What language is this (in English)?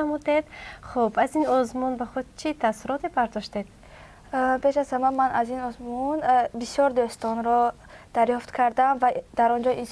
Tajik